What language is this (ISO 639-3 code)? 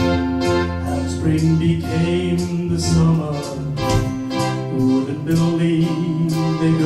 lim